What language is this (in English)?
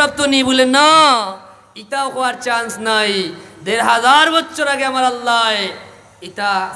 Sylheti